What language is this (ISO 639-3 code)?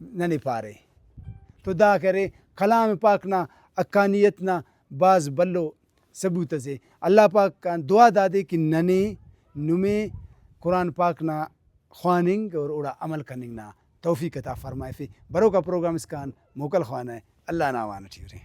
brh